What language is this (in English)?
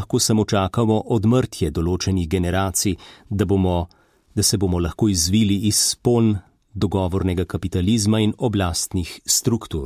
Slovenian